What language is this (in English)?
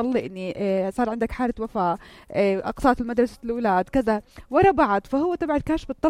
North Levantine Arabic